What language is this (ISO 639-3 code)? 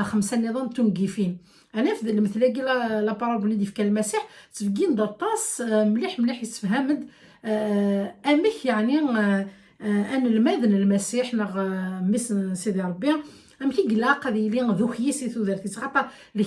kab